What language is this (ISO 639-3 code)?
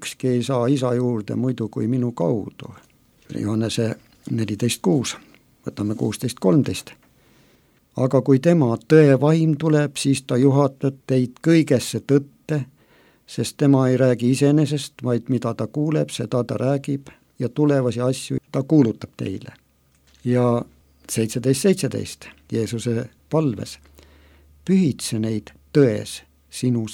est